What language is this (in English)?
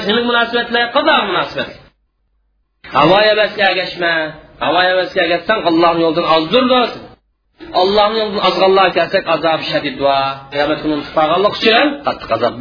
Uyghur